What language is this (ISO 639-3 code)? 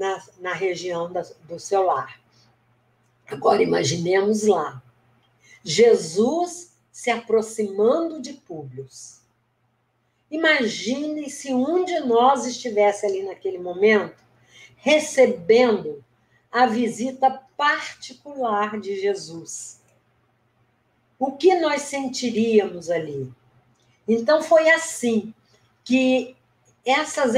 por